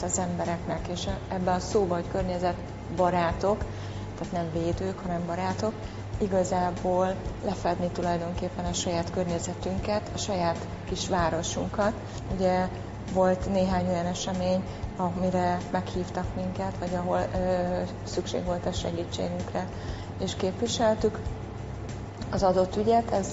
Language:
Hungarian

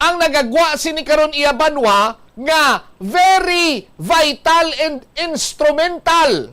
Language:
Hiligaynon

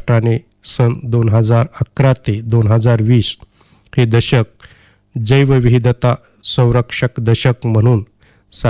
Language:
Marathi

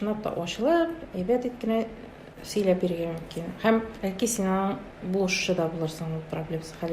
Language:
Tatar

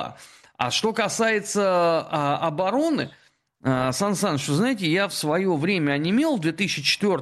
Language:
Russian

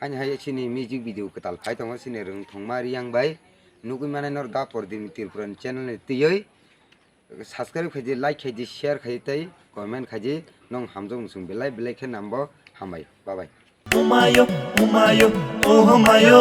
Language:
Kok Borok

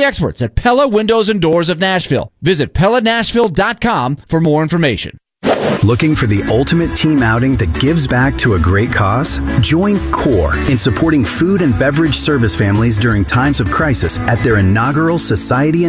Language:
English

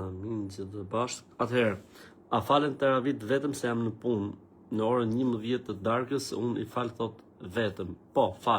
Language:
Albanian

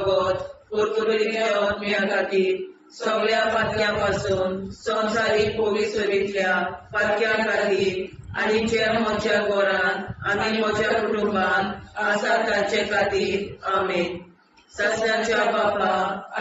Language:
Konkani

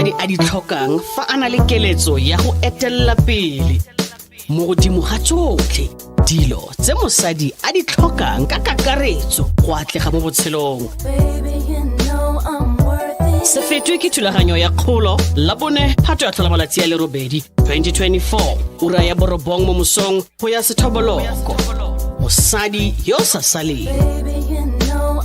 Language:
Tswana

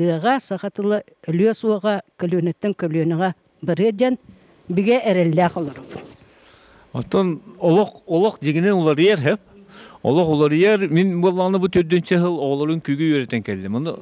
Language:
Yakut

